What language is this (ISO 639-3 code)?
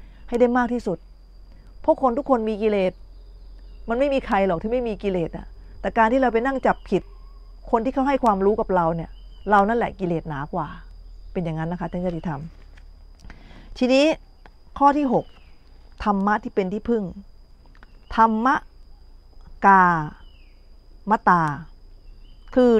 tha